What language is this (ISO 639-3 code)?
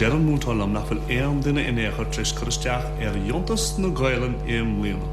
gle